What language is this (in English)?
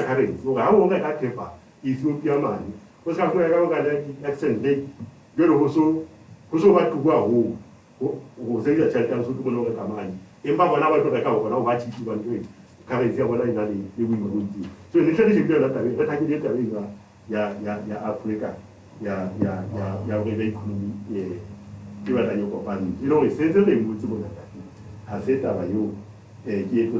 Southern Sotho